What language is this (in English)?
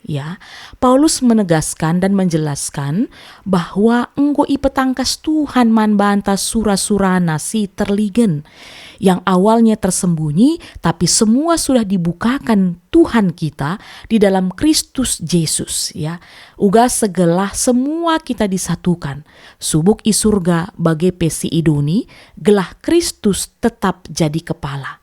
Batak Karo